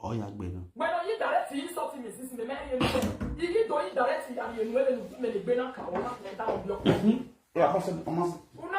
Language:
Nigerian Pidgin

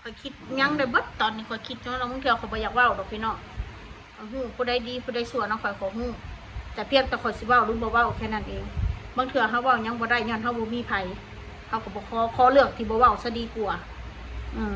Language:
Northeastern Thai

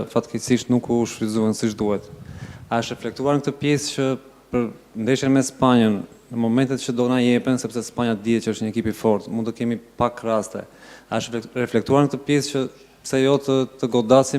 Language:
Albanian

